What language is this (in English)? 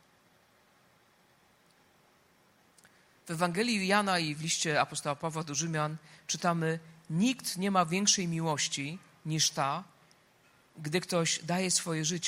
Polish